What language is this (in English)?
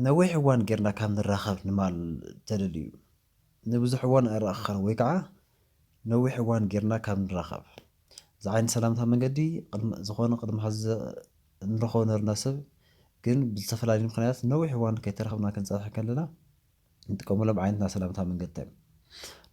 Tigrinya